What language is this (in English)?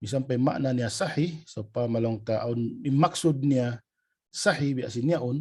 Tausug